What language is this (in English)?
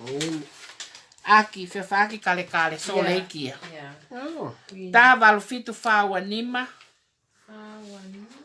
Tongan